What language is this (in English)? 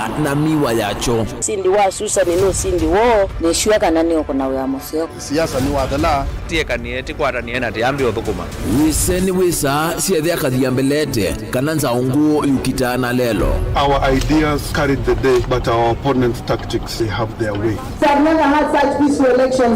Kamba